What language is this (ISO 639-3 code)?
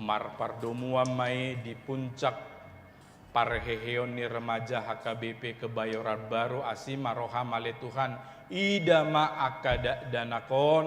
bbc